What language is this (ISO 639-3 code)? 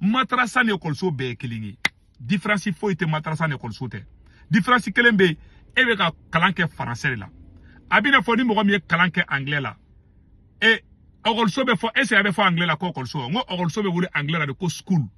bam